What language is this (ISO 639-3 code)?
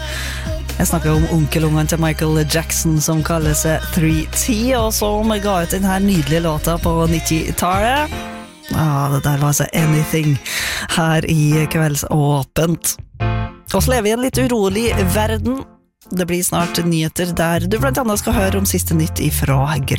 nor